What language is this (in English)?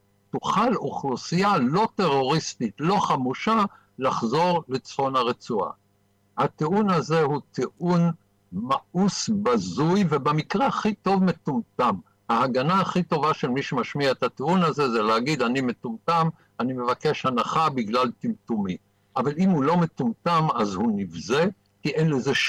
Hebrew